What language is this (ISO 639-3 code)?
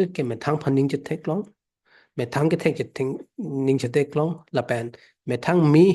mjw